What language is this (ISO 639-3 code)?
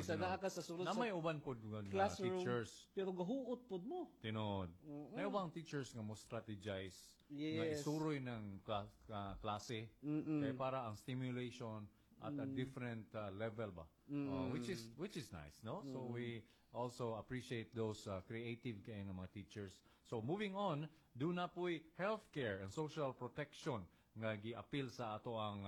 ceb